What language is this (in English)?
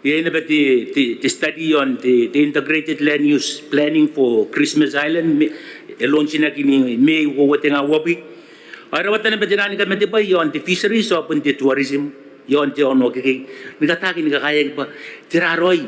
Gilbertese